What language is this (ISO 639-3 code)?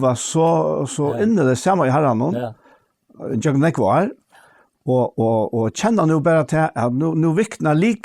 fao